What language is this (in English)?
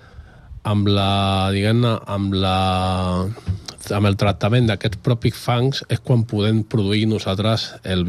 Catalan